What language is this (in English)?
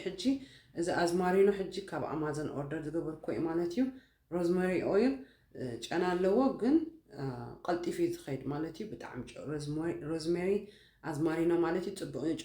Tigrinya